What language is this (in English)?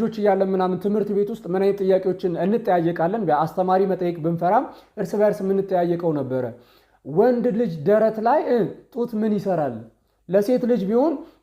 Amharic